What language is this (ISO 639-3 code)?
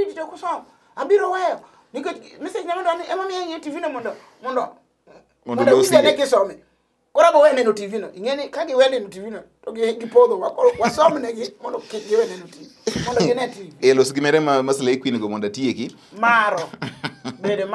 luo